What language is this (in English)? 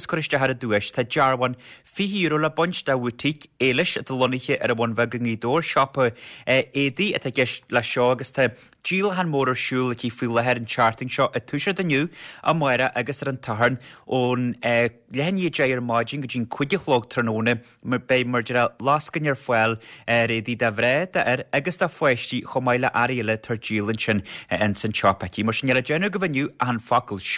Irish